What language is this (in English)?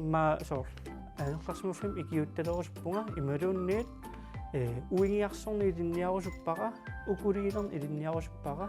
Kalaallisut